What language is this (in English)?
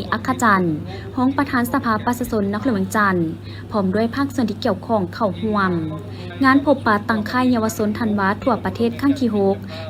Lao